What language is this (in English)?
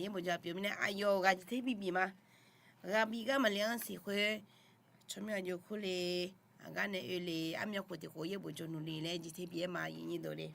Akha